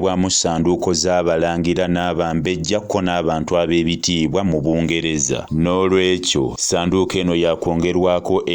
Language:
Ganda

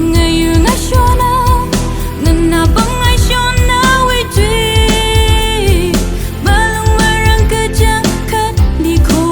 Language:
Tangkhul Naga (India)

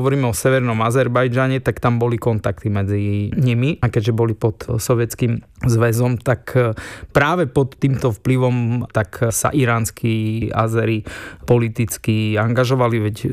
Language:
Slovak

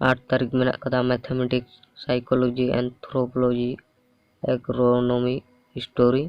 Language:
Santali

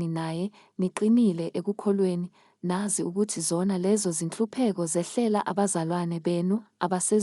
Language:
Zulu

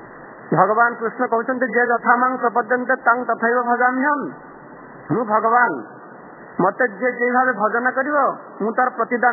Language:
Odia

